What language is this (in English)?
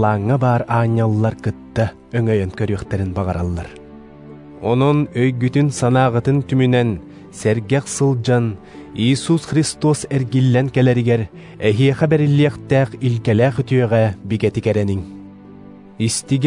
Yakut